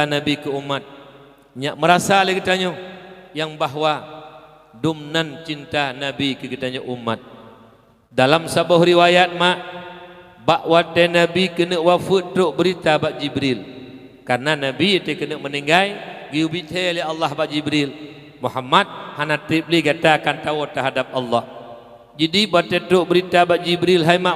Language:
Achinese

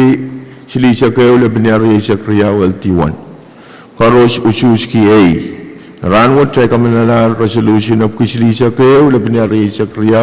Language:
Pohnpeian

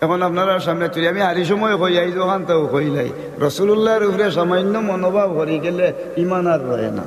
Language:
Sylheti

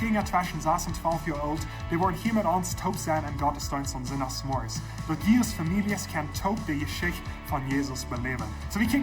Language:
Plautdietsch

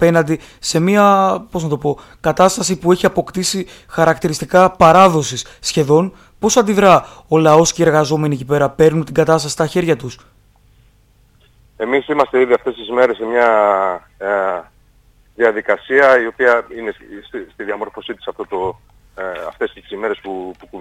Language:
Greek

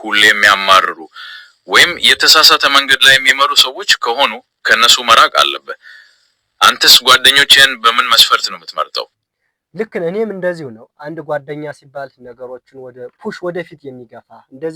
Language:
Amharic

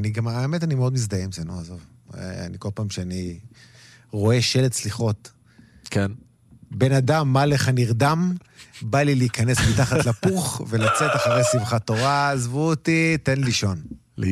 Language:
Hebrew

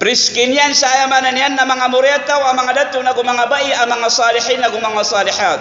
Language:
Maranao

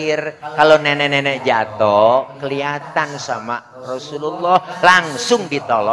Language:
Betawi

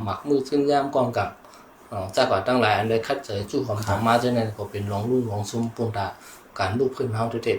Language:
Shan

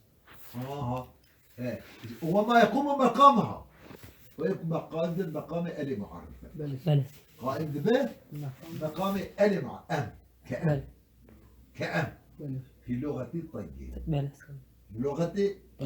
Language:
Kurdish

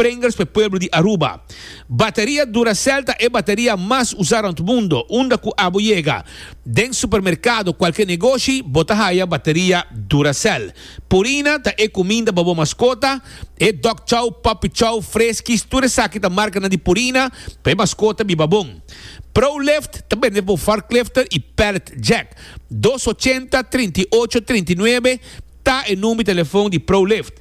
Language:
Papiamento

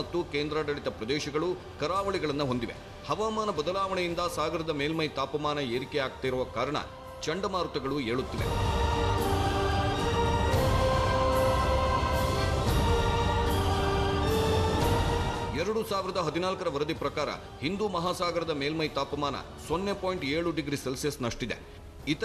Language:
Kannada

